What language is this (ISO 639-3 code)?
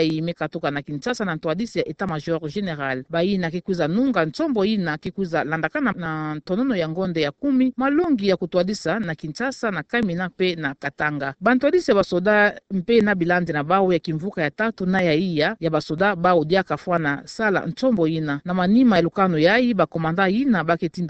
ktu